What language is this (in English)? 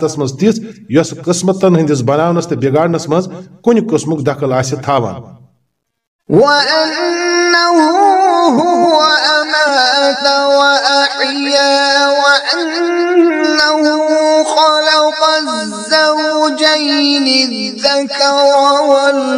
Kashmiri